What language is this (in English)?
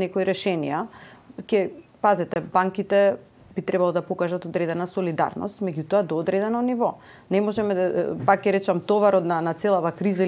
Macedonian